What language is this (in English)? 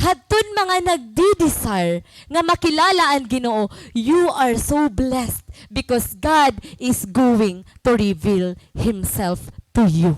Waray